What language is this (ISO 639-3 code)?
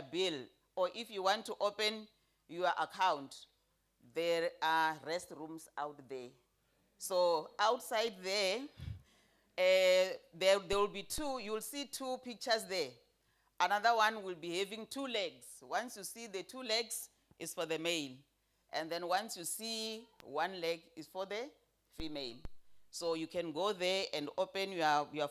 ven